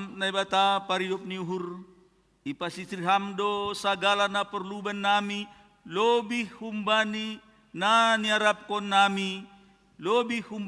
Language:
Batak Simalungun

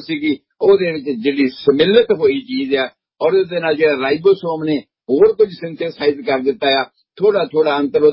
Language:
Punjabi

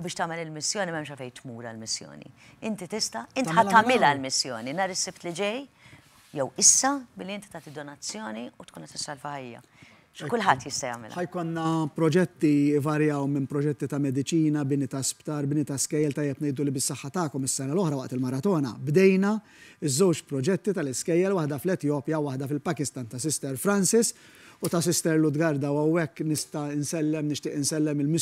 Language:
Maltese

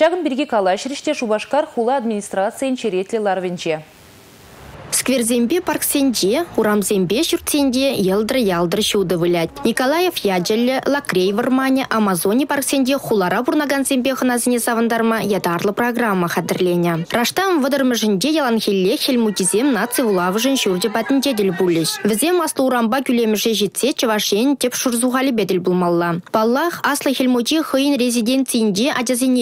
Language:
Chuvash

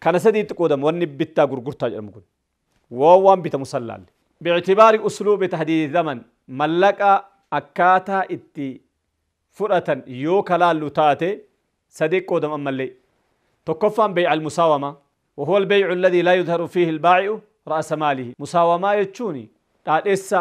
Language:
Oromo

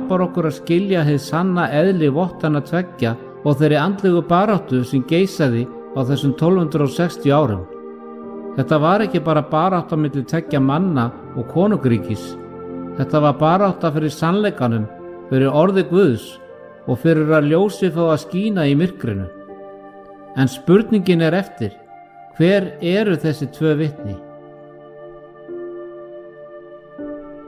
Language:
Icelandic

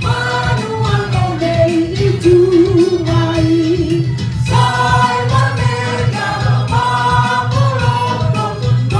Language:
Batak Simalungun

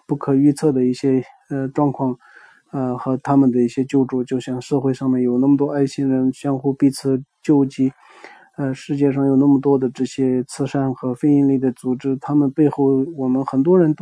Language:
Chinese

